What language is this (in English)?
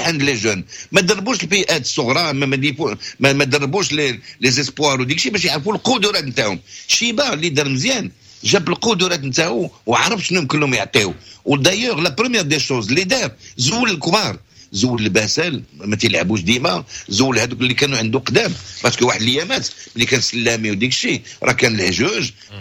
Moroccan Arabic